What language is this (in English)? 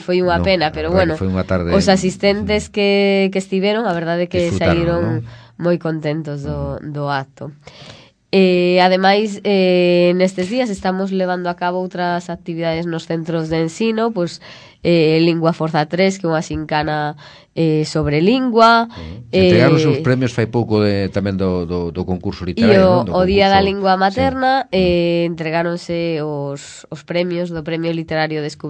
Galician